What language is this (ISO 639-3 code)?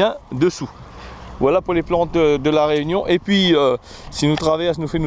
rcf